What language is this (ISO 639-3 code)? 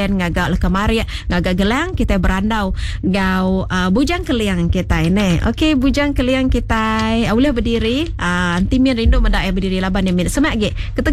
iba